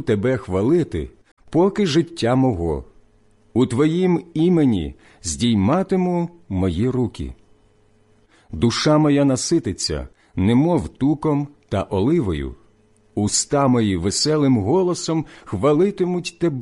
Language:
Ukrainian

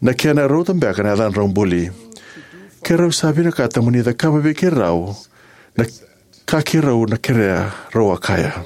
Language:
Fijian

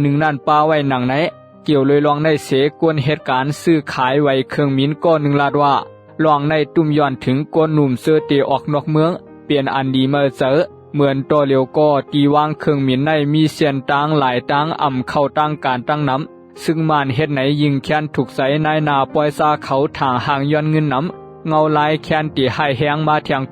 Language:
Shan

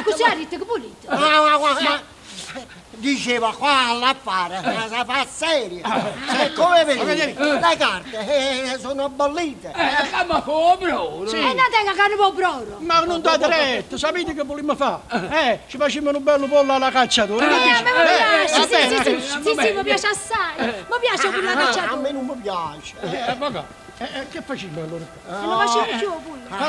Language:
Neapolitan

